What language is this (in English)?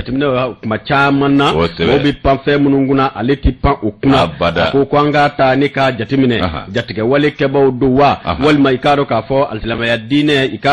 Bambara